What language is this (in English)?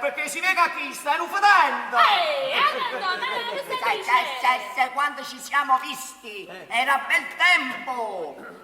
Neapolitan